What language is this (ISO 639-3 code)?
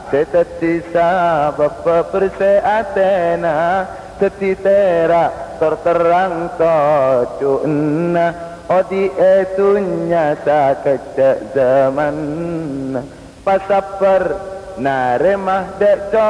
mad